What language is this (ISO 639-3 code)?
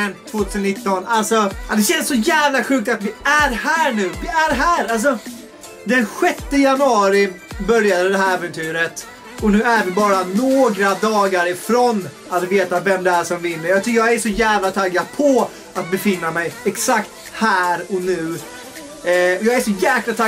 swe